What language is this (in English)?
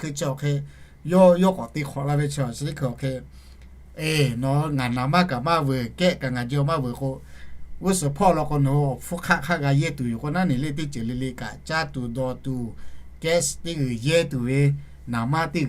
Lahu